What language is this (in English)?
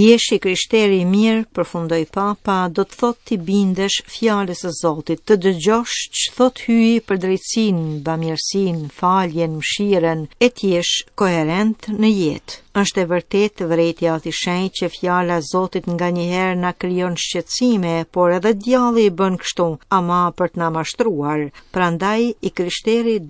Albanian